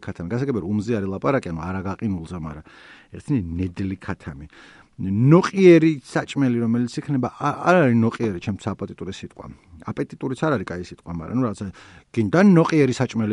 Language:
Georgian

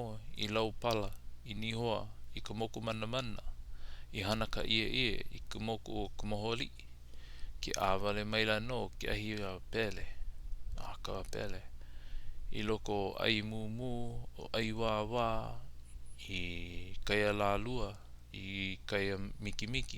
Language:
Hawaiian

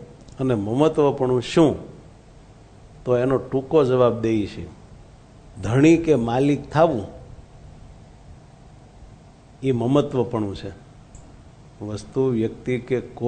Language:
Gujarati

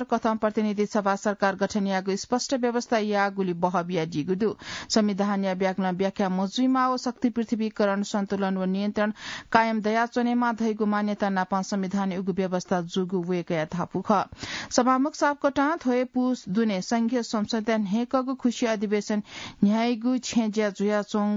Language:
Newari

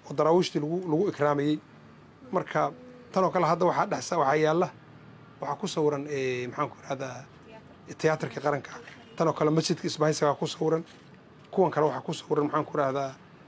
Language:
Somali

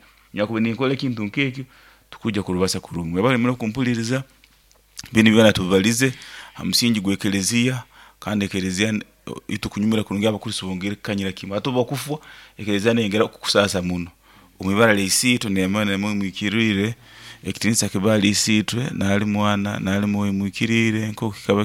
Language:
Nyoro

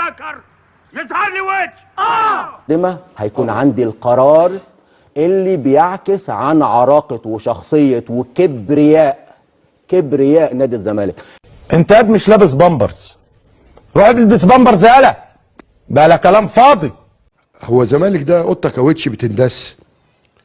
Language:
Egyptian Arabic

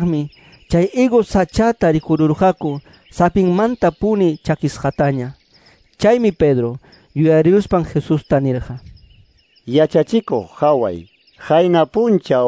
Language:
Quechua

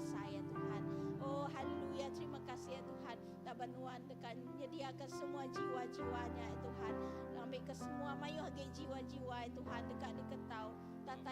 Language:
Iban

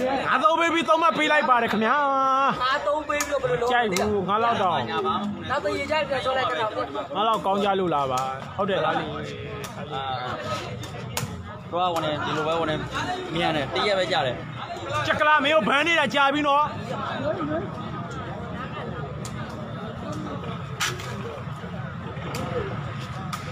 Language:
Burmese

